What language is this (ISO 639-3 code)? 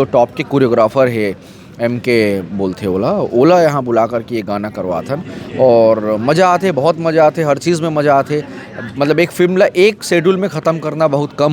hne